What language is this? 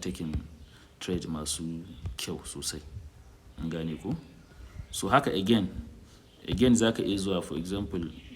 Hausa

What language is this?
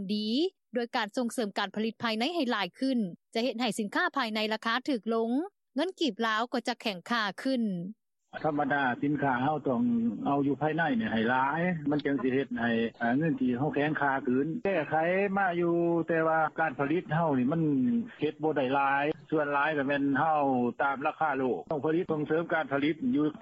Lao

